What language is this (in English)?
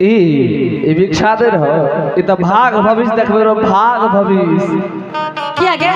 Angika